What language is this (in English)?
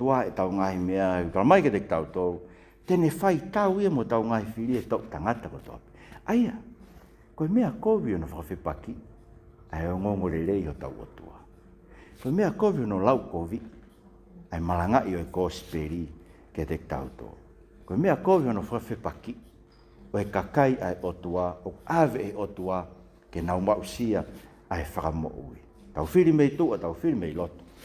Tongan